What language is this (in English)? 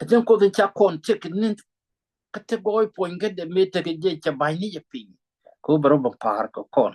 Nuer